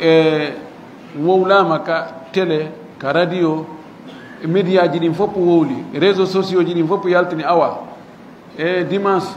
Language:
Fula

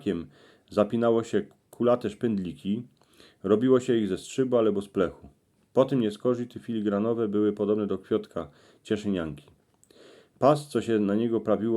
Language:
Silesian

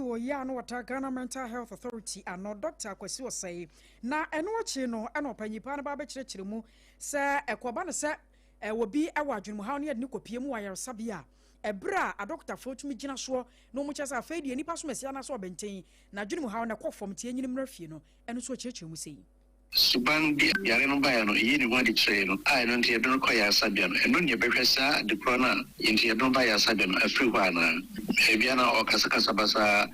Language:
Akan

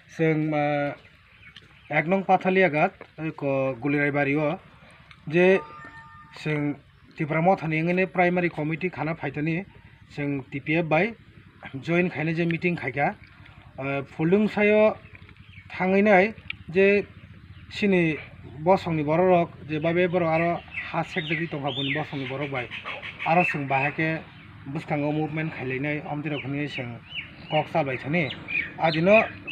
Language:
Kok Borok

